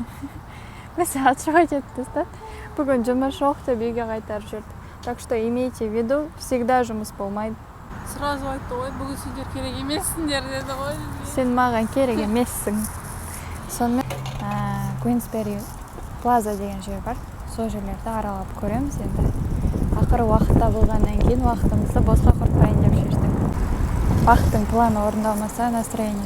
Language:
Kazakh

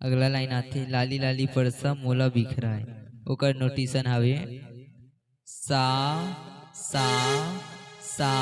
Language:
Chhattisgarhi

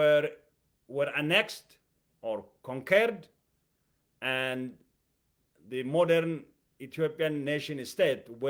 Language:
English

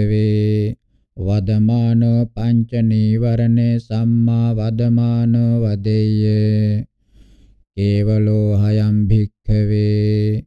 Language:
Pali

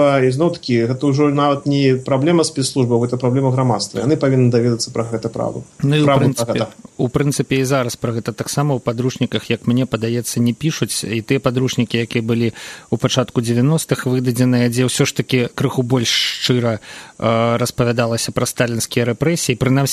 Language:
Belarusian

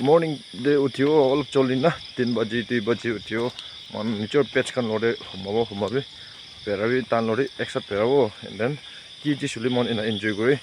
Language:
Naga Pidgin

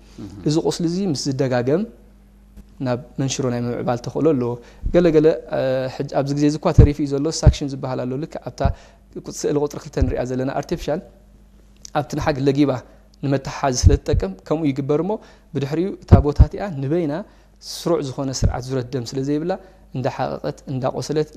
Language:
Tigrinya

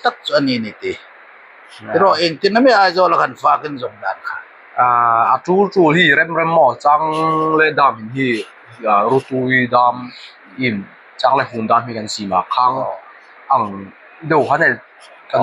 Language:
Hmar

